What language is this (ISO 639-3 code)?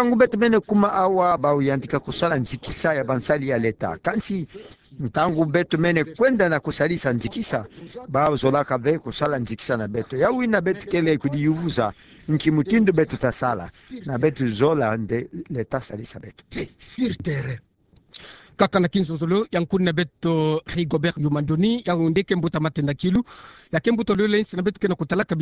ktu